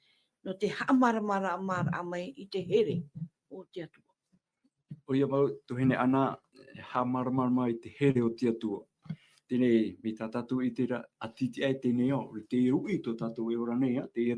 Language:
Tahitian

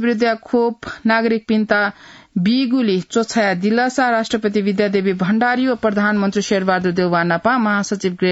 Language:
Newari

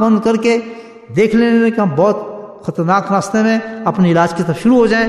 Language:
Urdu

